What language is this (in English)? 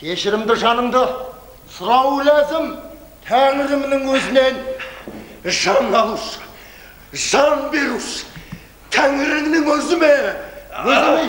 Kazakh